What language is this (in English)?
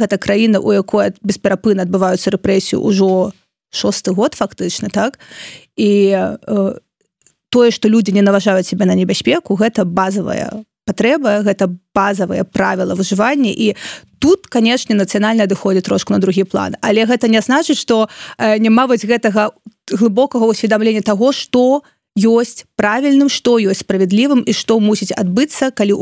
Belarusian